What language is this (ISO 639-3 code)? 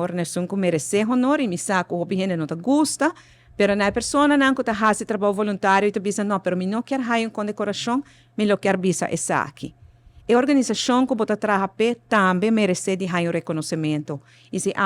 pap